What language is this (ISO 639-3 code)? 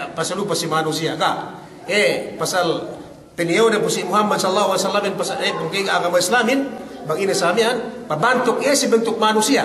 yka